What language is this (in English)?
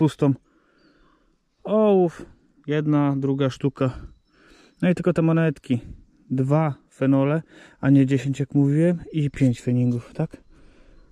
Polish